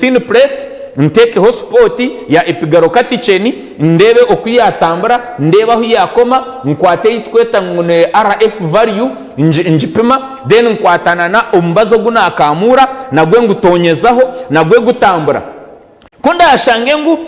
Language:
Nyankole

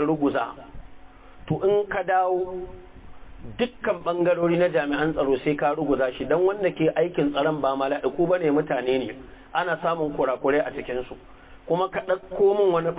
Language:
Hausa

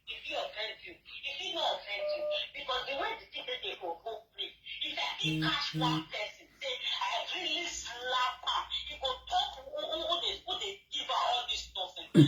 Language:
Nigerian Pidgin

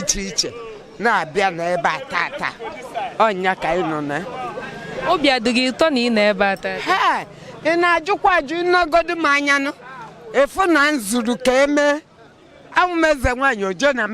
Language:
Igbo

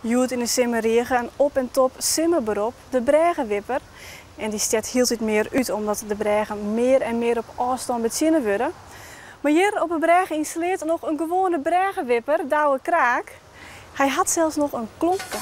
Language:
Western Frisian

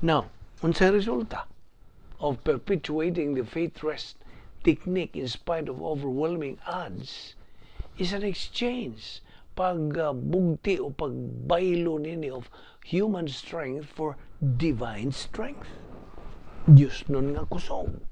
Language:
Cebuano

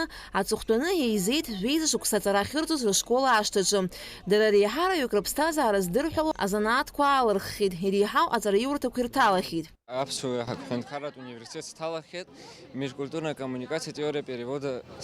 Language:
Abkhazian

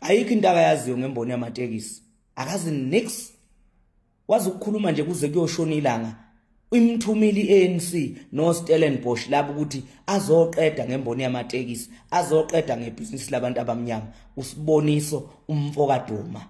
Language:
Zulu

